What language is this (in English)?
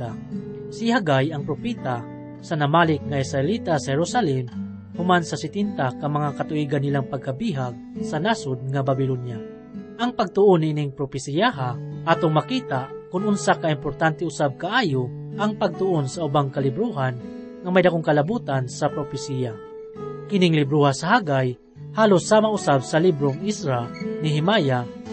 Cebuano